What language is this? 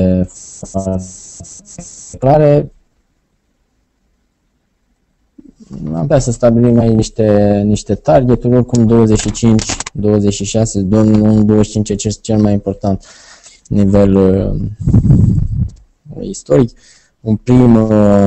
Romanian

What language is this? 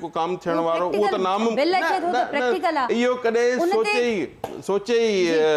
Sindhi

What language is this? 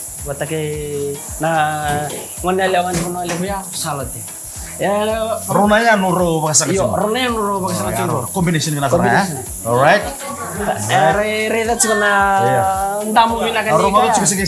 Fijian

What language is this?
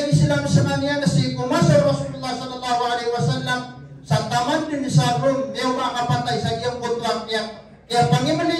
Maranao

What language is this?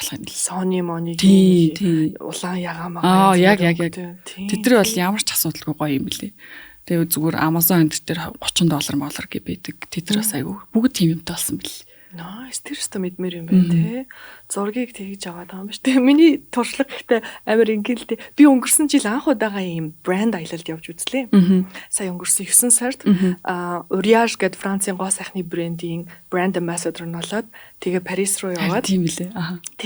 Mongolian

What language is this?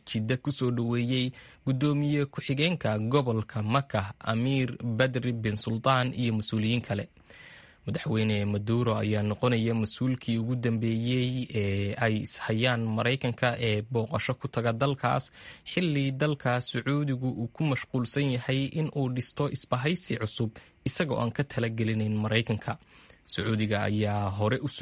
Somali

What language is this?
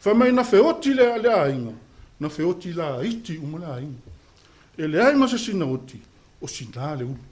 Samoan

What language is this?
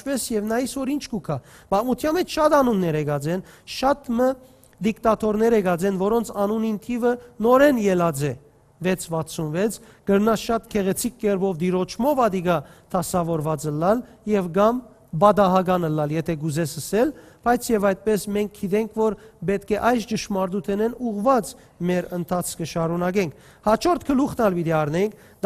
Western Armenian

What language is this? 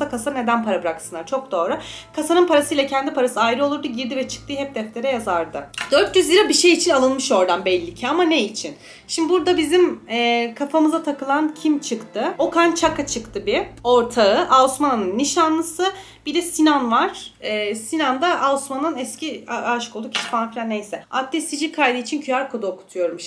Turkish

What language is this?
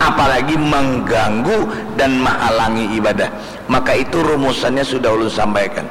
Banjar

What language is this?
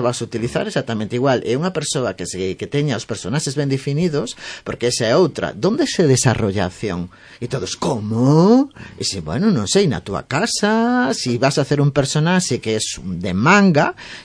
Galician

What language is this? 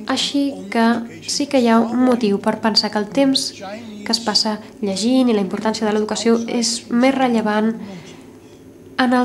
Catalan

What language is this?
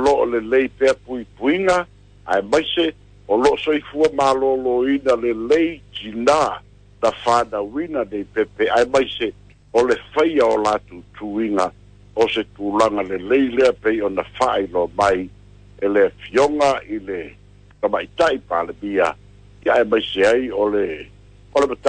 Samoan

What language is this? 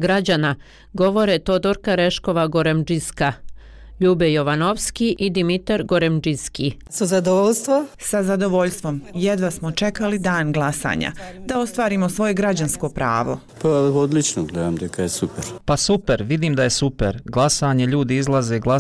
Croatian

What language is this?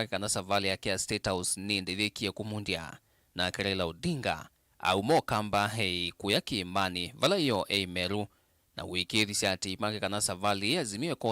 Kamba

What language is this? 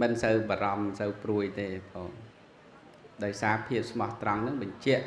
Khmer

